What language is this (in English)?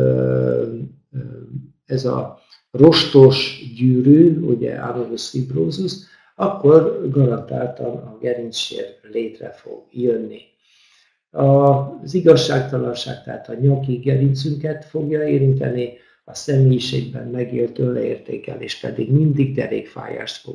Hungarian